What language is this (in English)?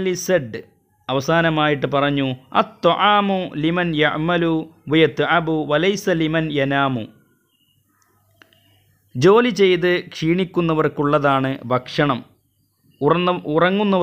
Malayalam